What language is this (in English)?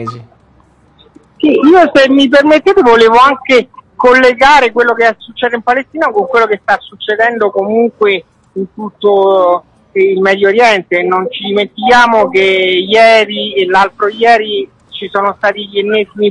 Italian